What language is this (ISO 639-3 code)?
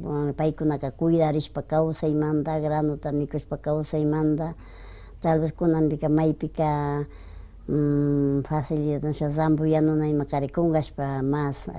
qvi